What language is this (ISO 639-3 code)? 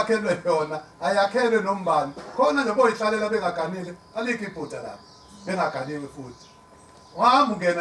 zul